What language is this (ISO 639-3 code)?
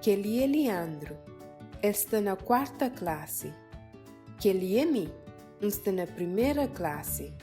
kea